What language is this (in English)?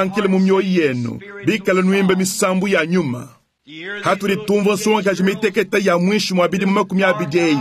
Luba-Lulua